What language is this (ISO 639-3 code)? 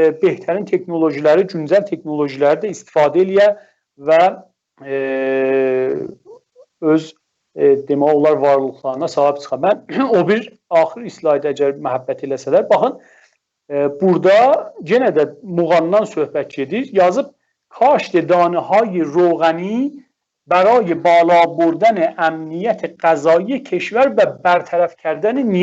azb